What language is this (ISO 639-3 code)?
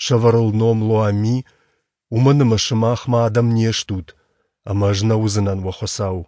oss